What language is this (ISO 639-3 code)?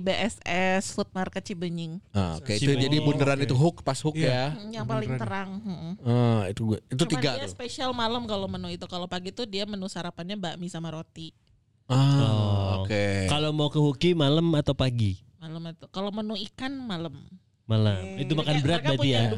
ind